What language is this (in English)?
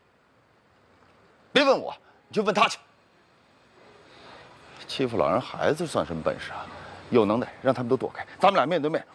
Chinese